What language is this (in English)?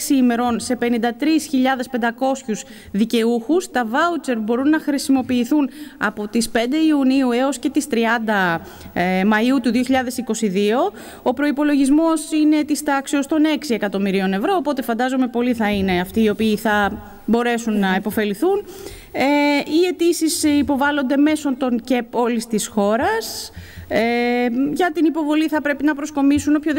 Greek